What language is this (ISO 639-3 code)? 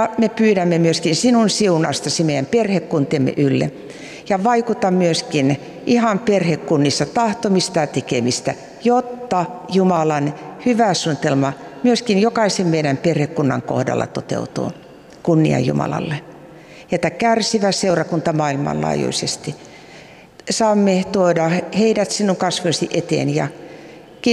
fin